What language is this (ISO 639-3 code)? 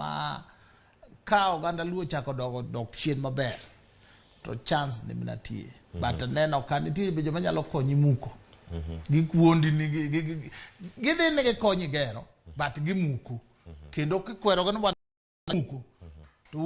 luo